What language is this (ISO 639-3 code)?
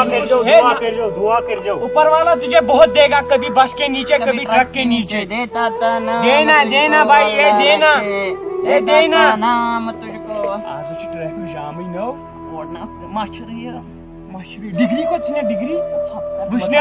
kas